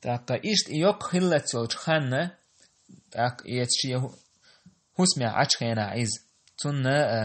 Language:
Chechen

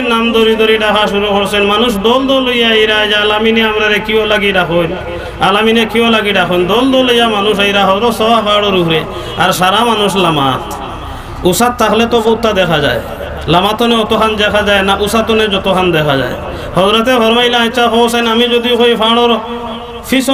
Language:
Sylheti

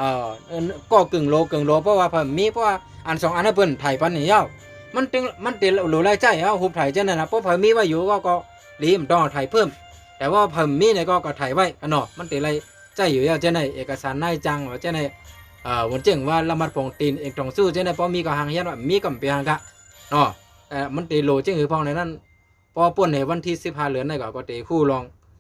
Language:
Shan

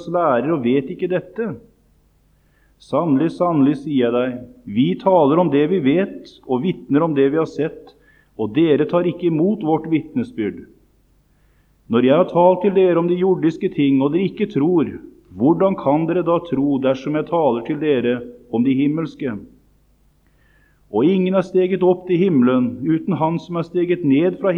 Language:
Norwegian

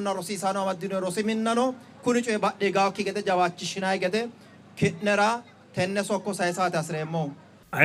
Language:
Sidamo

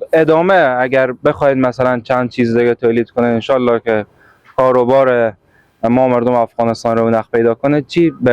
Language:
Persian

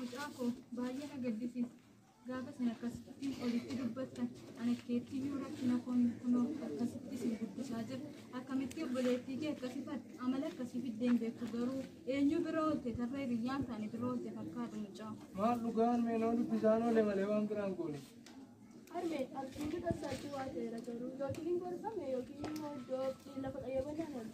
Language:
Oromo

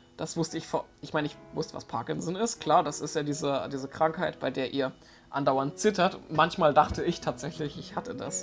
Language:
German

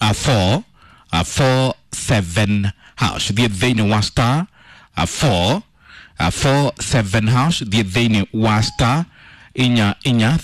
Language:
Kikuyu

